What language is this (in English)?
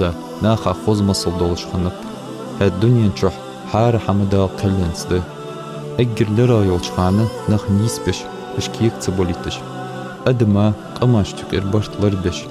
Ingush